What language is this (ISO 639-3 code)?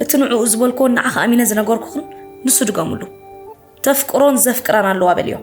tir